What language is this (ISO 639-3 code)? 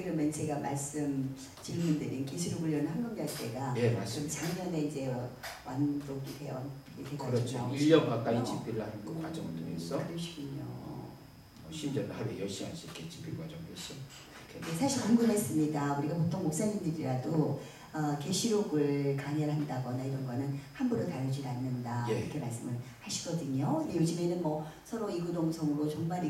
kor